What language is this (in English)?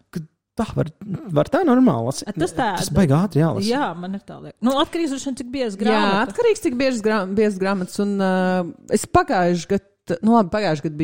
Latvian